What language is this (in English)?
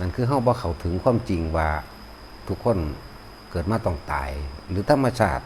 Northeastern Thai